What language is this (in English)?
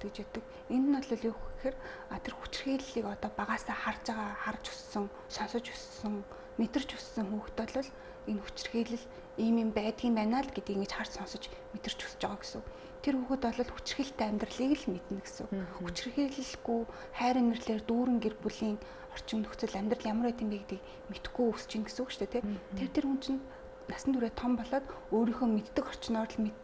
Mongolian